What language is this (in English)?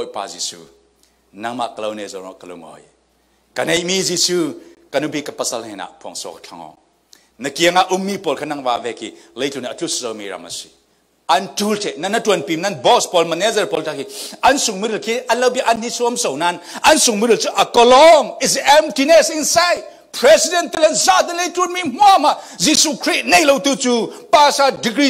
Falam Chin